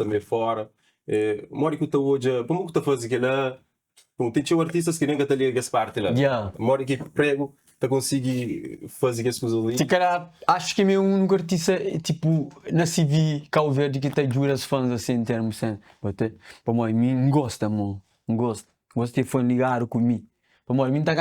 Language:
Kabuverdianu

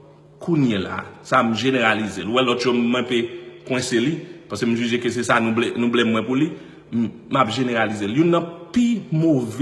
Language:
Haitian Creole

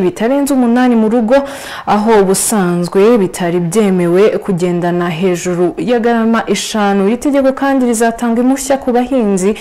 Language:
Kinyarwanda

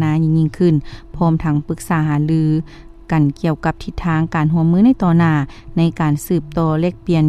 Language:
Lao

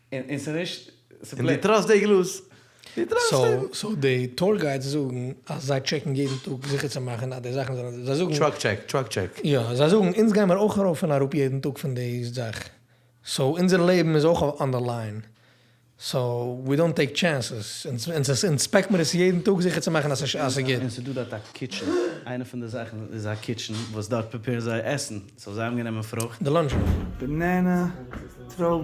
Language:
Yiddish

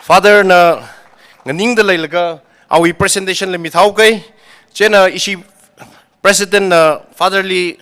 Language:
Tangkhul Naga (India)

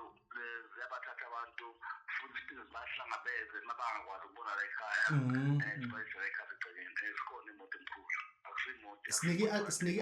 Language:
Zulu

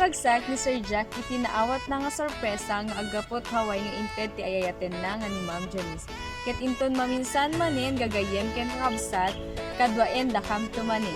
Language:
Iloko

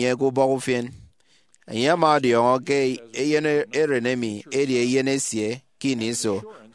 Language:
Efik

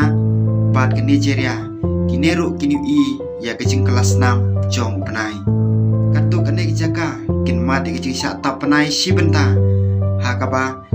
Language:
Khasi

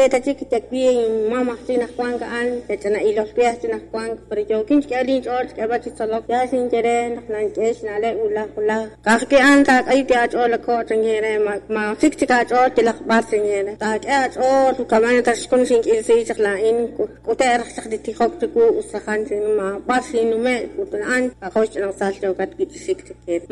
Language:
Kekchí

